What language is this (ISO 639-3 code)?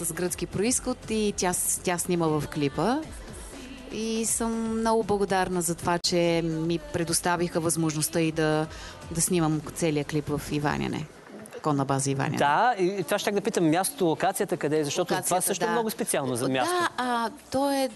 bul